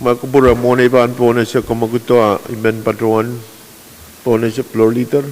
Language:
Pohnpeian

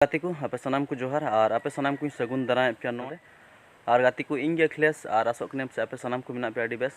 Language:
Santali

